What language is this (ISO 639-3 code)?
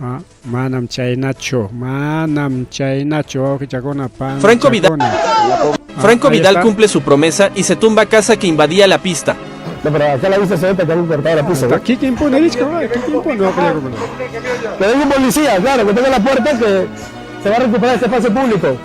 quy